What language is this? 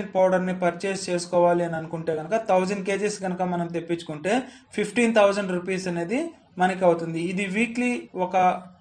Telugu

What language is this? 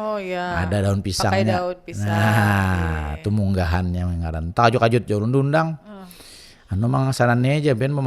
Banjar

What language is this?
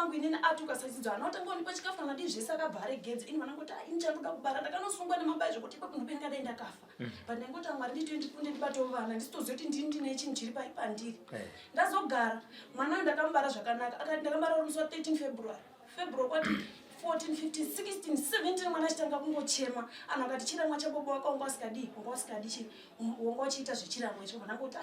Shona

